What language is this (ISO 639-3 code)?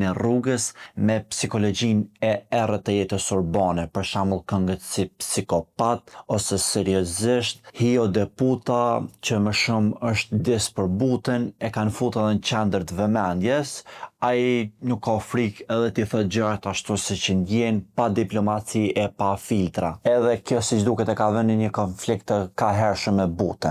sqi